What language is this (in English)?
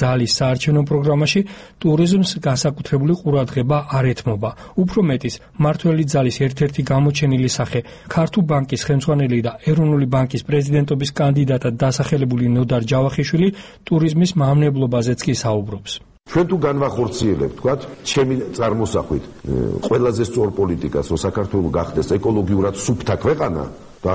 Georgian